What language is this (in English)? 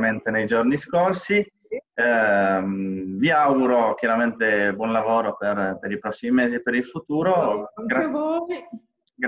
Italian